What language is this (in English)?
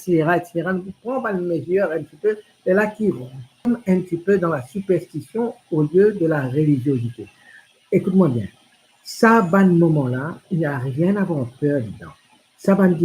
Morisyen